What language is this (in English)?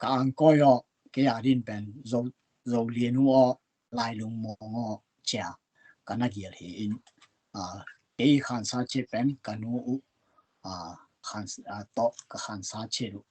Tedim Chin